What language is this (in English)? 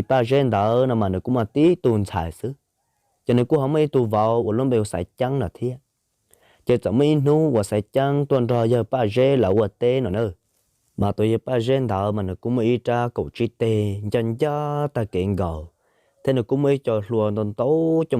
Hmong